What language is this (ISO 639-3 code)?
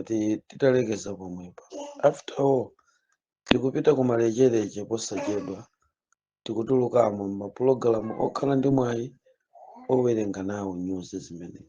nya